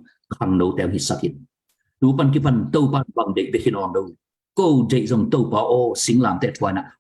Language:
Tedim Chin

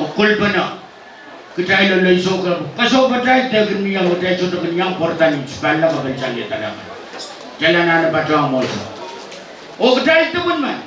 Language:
Pohnpeian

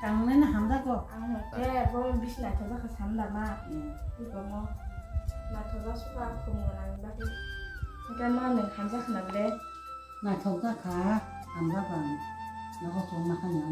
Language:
Kok Borok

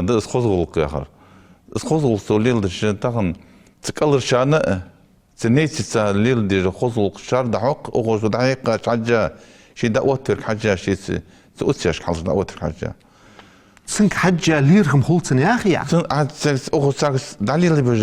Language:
Ingush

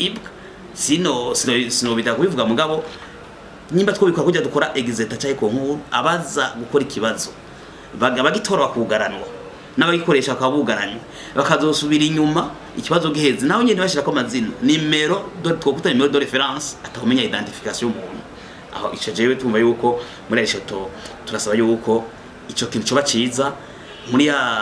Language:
Rundi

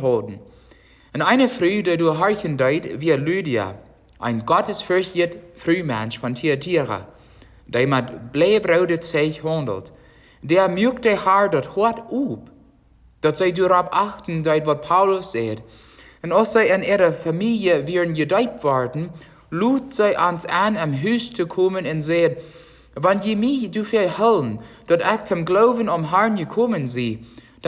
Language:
Plautdietsch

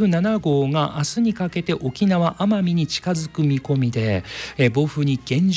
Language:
Japanese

